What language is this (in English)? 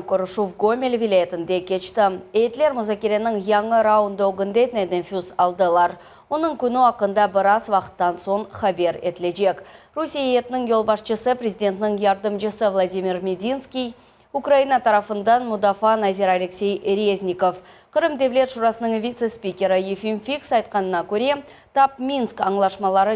Crimean Tatar